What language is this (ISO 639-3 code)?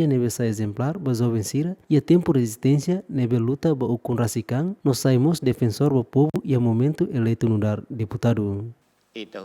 tet